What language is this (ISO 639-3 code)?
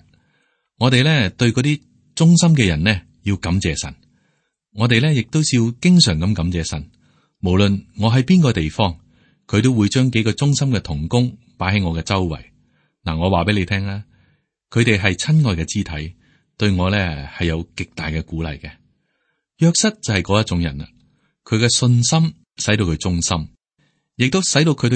yue